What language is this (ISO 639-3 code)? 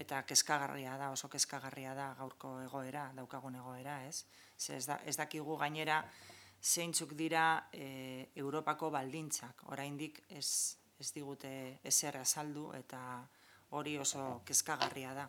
eus